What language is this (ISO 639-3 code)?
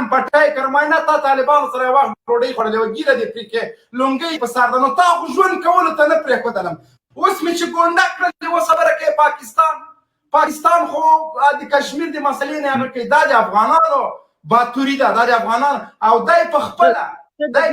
pus